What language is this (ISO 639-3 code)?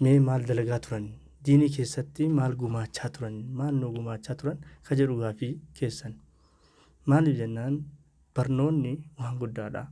orm